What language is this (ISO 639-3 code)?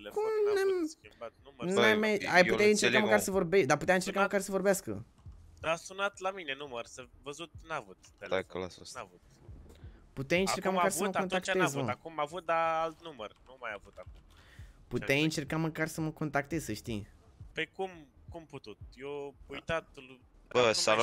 ron